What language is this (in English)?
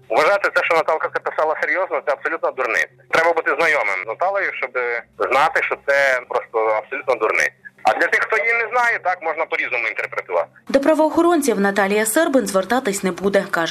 Ukrainian